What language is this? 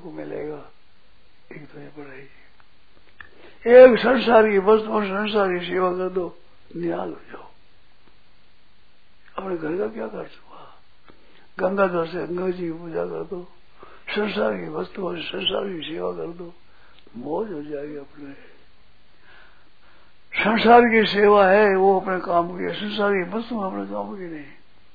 Hindi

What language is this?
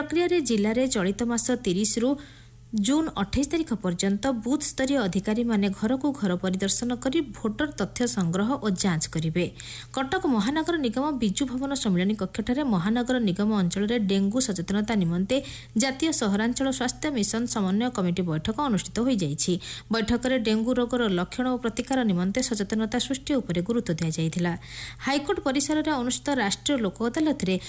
Odia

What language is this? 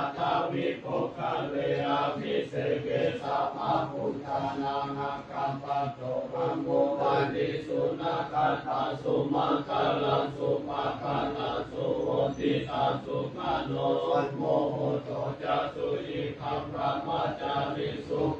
Pali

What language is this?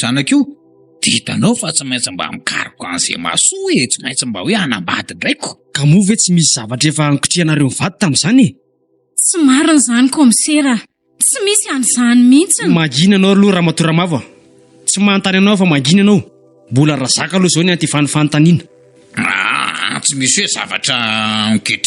Malagasy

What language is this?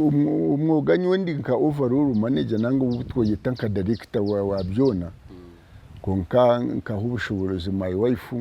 Nyankole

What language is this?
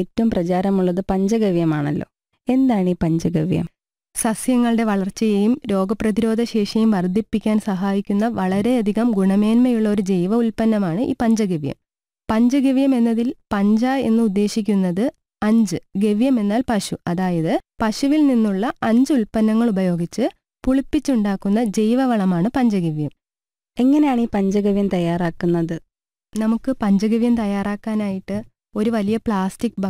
Malayalam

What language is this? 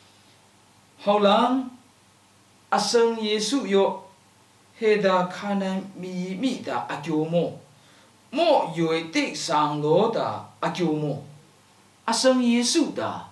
Lashi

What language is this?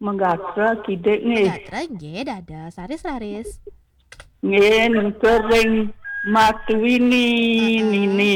Balinese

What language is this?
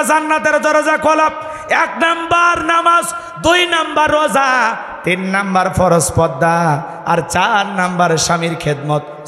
Bangla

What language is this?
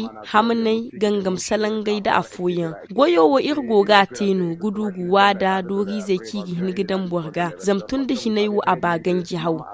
Zarma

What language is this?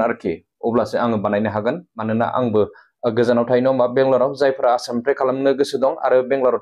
Bodo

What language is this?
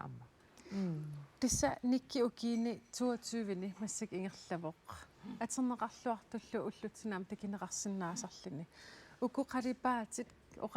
Kalaallisut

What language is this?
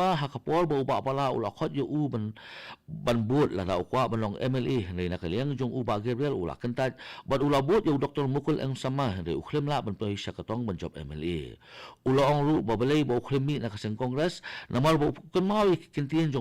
Khasi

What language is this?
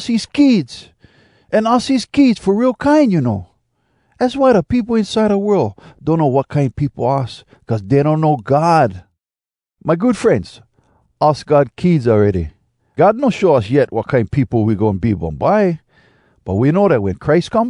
Hawai'i Creole English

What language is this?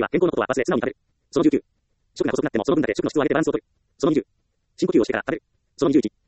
Japanese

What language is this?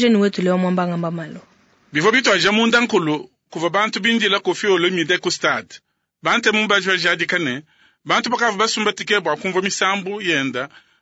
Luba-Lulua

